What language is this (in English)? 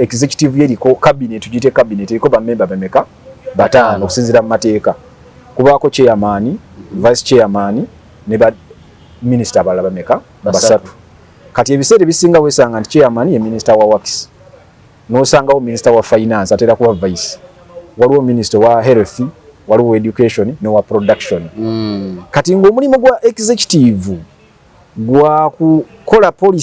Ganda